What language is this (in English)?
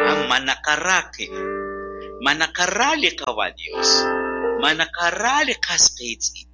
Kekchí